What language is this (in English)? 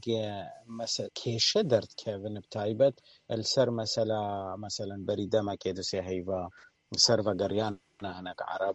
Kurdish